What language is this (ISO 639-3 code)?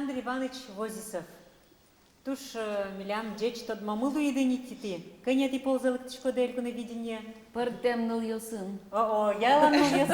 udm